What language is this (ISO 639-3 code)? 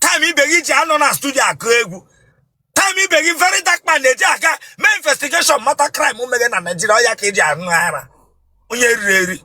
ibo